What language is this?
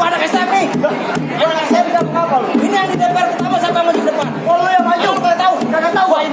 Betawi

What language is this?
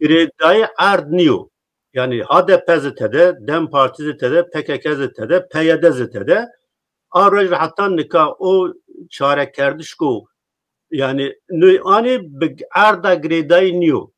Zaza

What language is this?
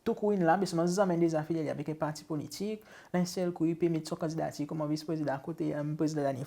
Seselwa Creole French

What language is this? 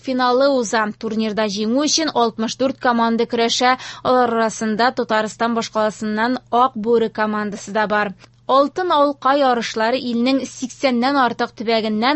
Tatar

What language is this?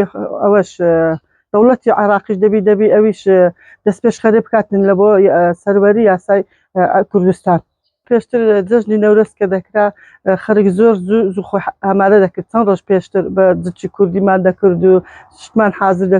Central Kurdish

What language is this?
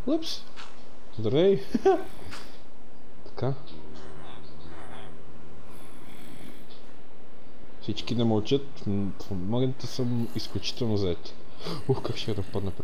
Bulgarian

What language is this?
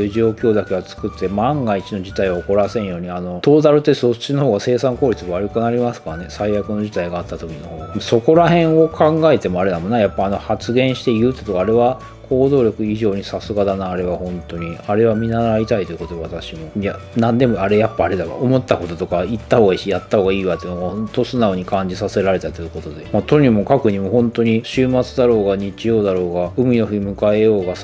Japanese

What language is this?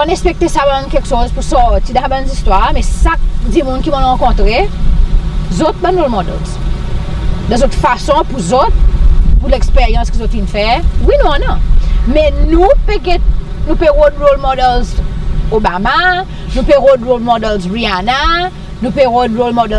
Seselwa Creole French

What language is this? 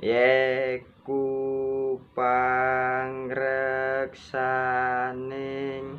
Javanese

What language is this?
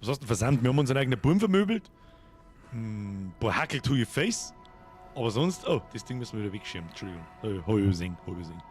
Bavarian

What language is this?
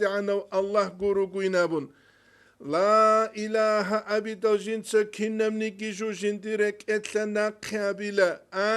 Avaric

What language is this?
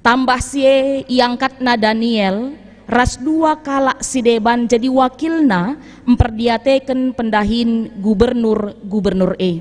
Batak Karo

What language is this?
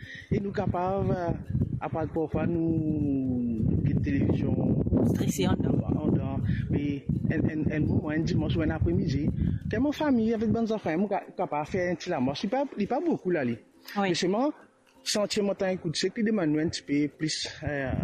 Morisyen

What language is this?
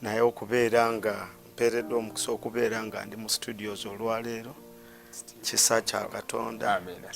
Ganda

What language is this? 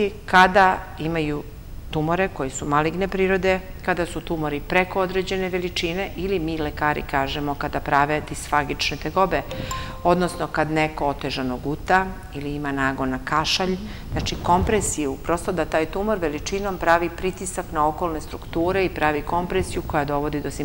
Serbian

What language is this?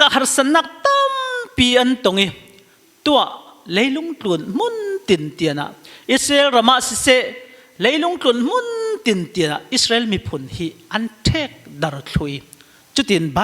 Falam Chin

